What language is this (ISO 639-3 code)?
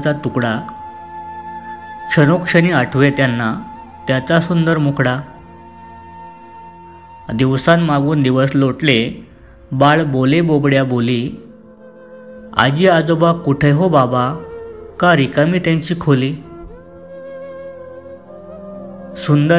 mar